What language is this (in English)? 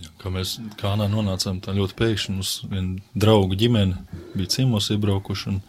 Latvian